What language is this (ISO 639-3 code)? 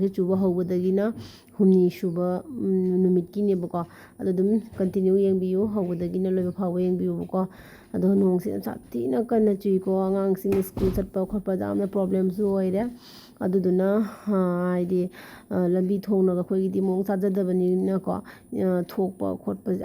mni